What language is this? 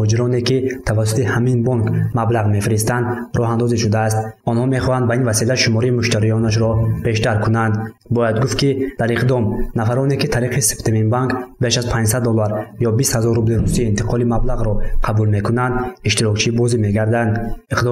Tajik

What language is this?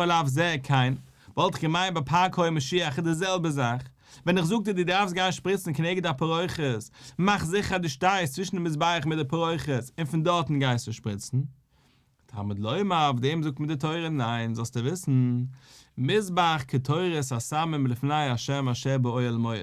Yiddish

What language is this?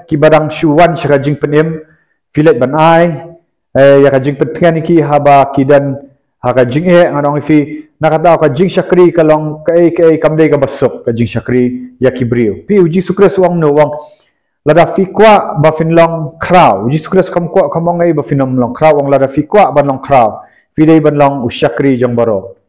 Khasi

